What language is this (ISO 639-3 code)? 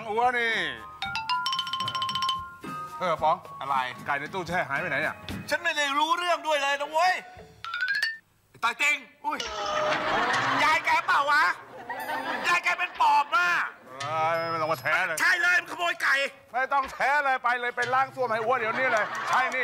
tha